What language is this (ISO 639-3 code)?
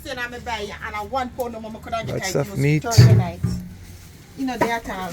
jam